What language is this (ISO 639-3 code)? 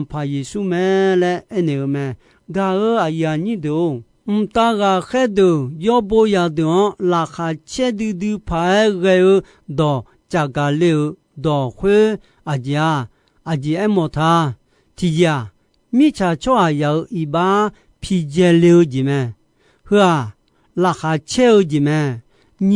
ahk